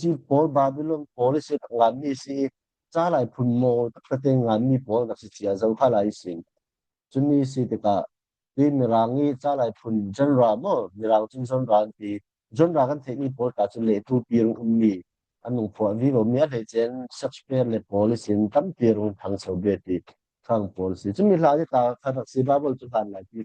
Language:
Falam Chin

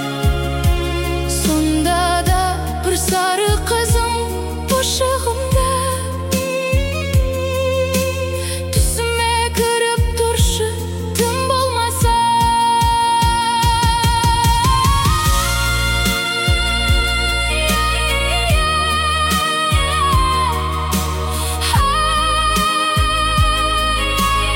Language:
Kazakh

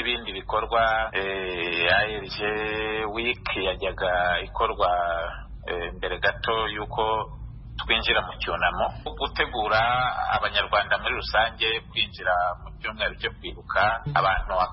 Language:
Kinyarwanda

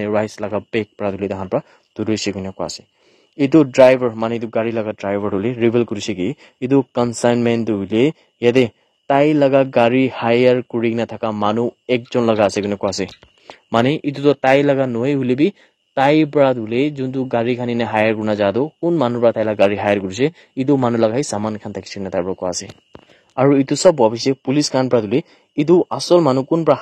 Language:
Naga Pidgin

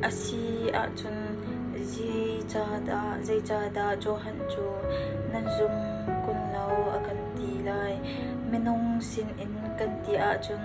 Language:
Hakha Chin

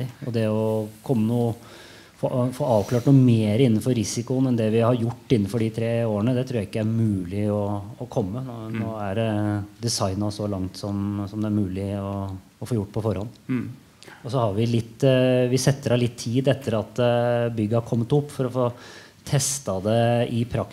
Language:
Norwegian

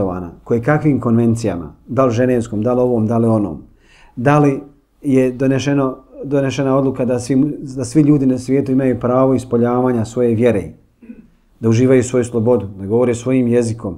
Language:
Bosnian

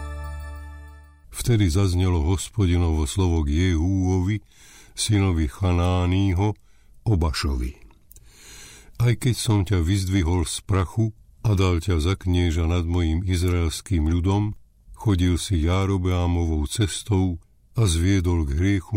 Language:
Slovak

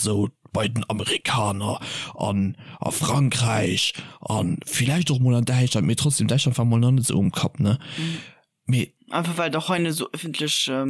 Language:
Luxembourgish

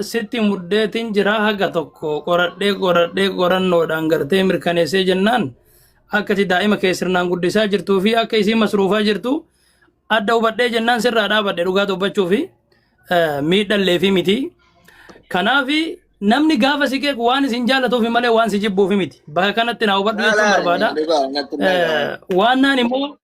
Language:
Oromo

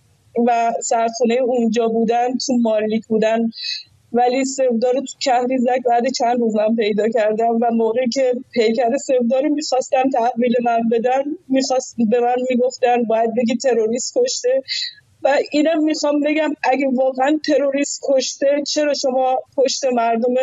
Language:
Persian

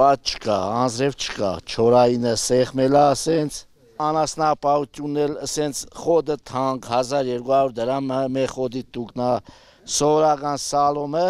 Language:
Armenian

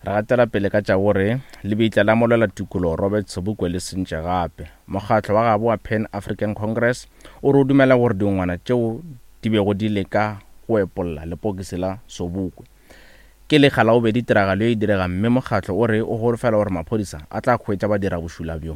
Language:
Northern Sotho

